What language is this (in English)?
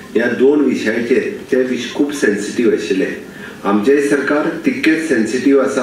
Konkani